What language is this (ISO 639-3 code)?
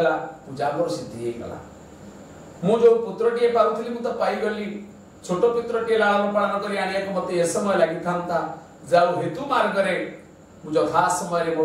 ori